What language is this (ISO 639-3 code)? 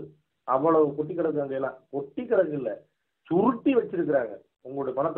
tam